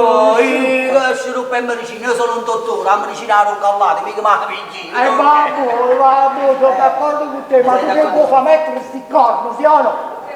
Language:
Neapolitan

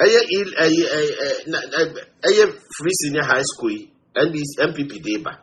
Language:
Akan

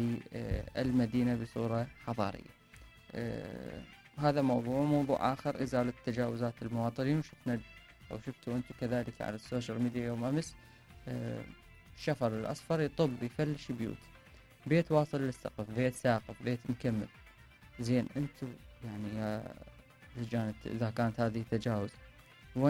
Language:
Mesopotamian Arabic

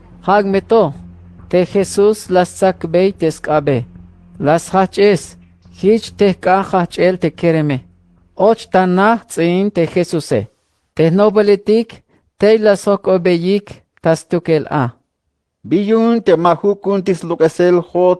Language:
Tzeltal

